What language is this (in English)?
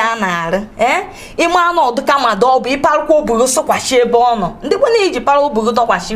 Igbo